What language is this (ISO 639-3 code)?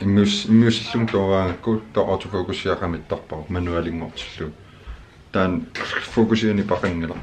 kal